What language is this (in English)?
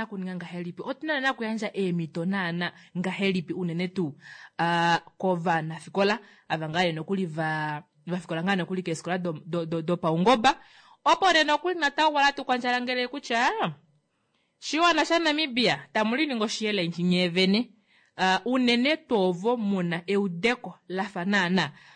Kuanyama